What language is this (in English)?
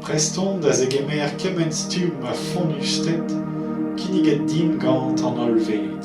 Breton